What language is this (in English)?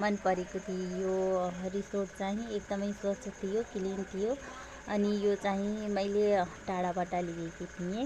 Nepali